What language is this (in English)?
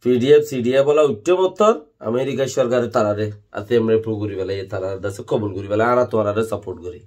Rohingya